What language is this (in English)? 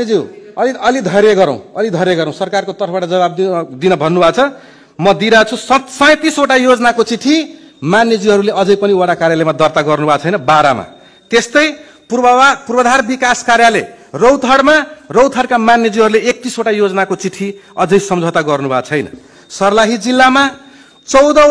Nepali